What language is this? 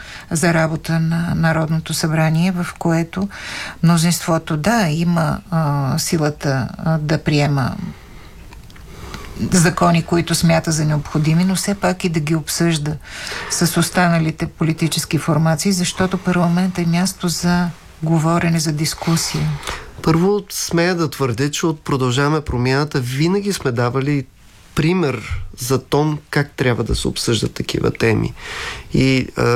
Bulgarian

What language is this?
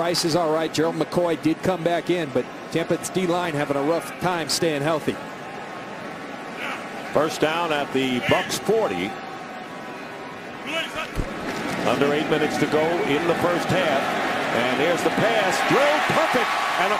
English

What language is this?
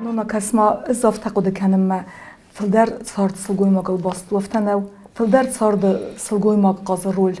Ossetic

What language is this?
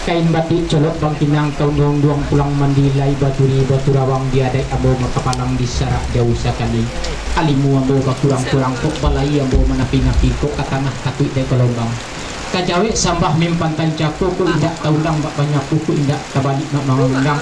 Minangkabau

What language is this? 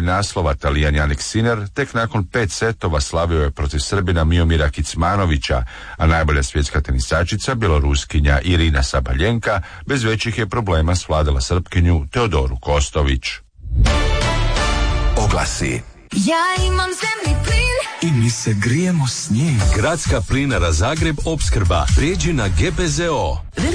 Croatian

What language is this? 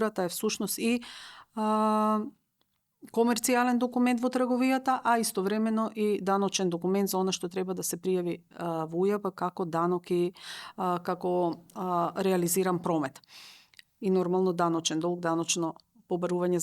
Macedonian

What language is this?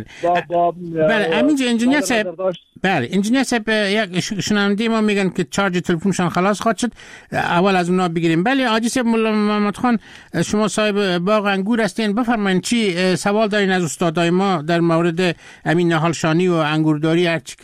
Persian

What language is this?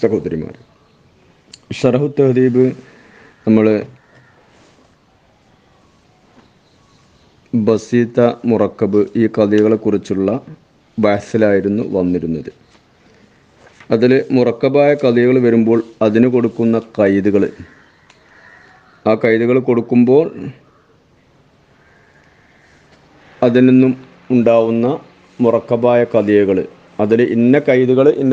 Malayalam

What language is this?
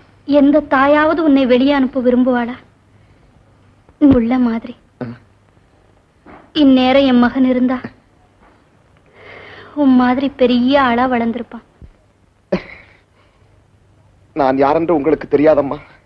Tamil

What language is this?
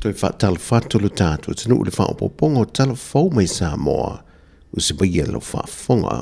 Samoan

